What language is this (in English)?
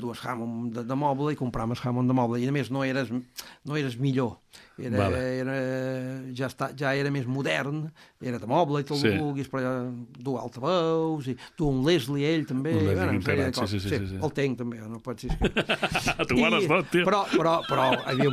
Catalan